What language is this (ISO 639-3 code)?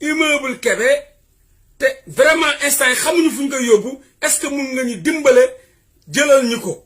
wol